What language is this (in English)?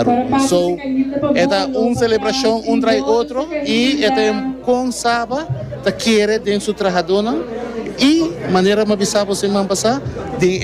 Papiamento